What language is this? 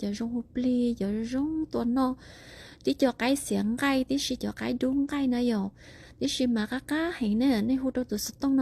Hmong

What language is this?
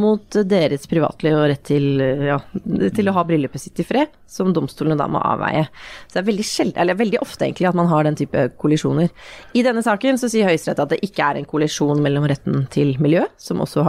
Norwegian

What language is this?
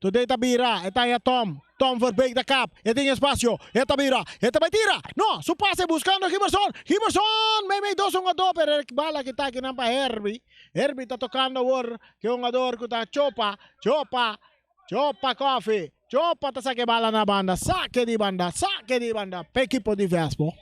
Papiamento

